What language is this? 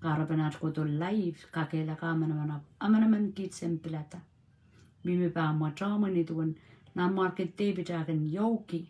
Pohnpeian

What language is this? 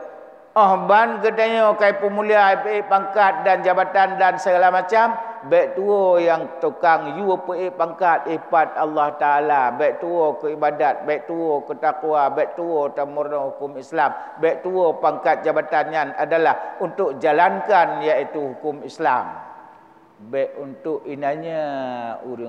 Achinese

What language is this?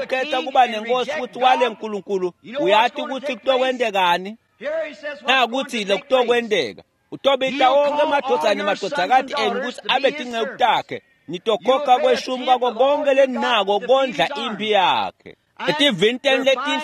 Swati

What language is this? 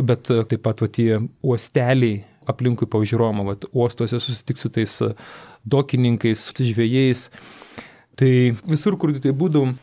Lithuanian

